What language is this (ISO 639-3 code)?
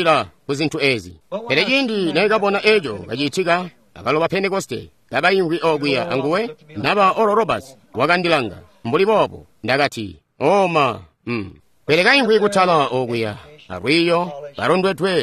toi